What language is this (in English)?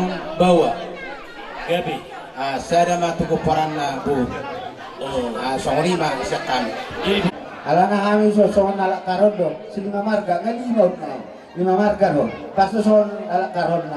Batak Toba